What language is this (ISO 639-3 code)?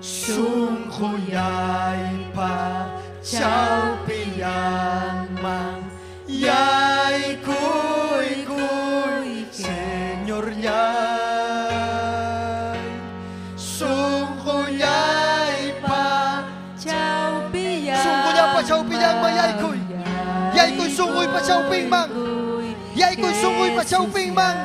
quy